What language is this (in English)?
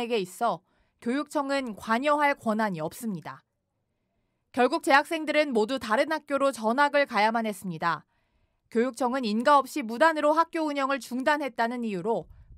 Korean